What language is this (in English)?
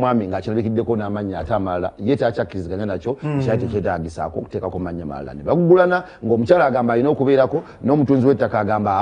Ganda